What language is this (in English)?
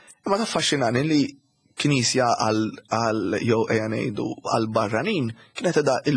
Maltese